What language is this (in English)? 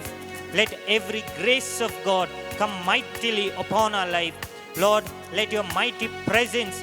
Konkani